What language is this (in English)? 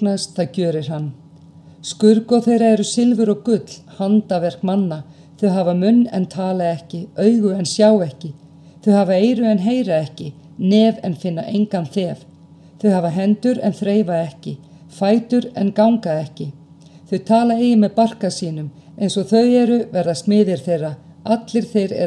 Icelandic